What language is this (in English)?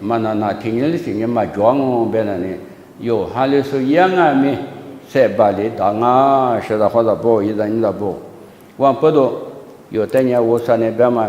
Lisu